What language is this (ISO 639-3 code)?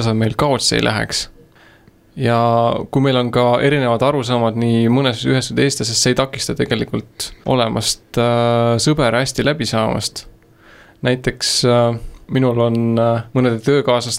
est